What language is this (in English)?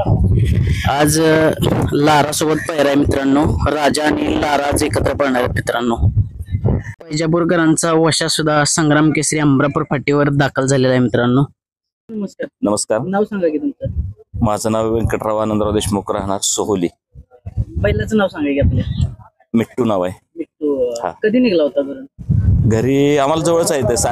Marathi